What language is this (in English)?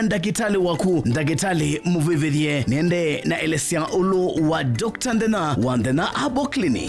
Kamba